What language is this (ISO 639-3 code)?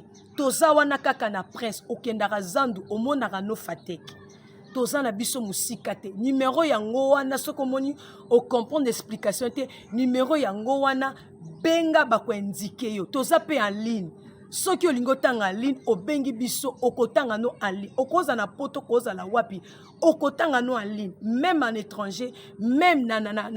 lin